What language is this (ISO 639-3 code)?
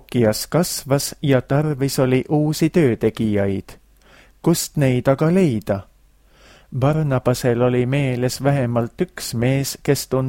est